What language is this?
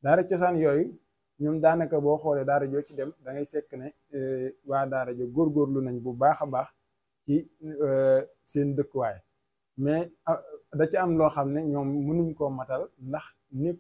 Wolof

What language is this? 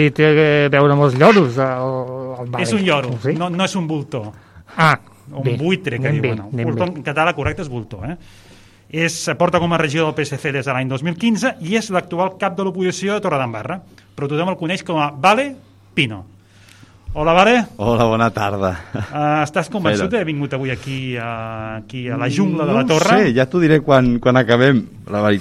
Catalan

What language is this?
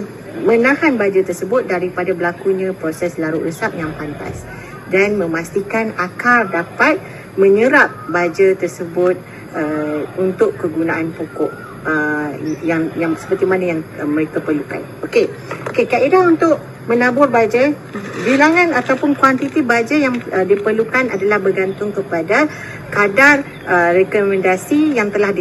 Malay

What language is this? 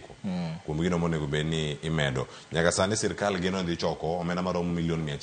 Luo (Kenya and Tanzania)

